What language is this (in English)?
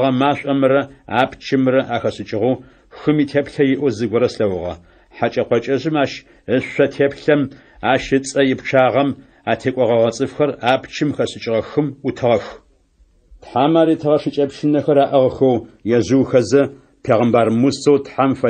Adyghe